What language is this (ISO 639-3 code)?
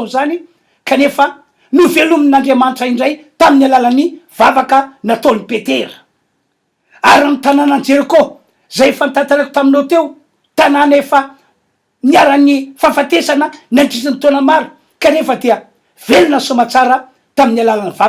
mlg